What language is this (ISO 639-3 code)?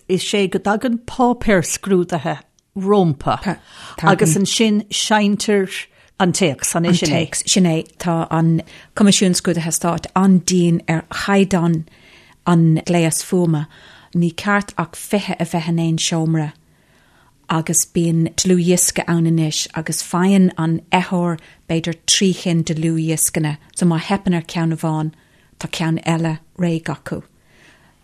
gle